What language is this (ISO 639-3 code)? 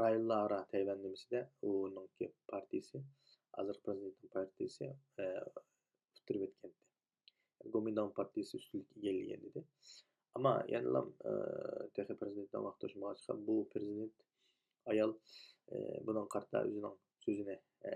uig